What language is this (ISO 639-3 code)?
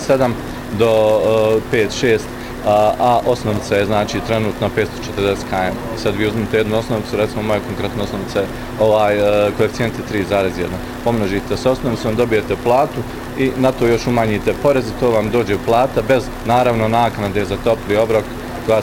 bos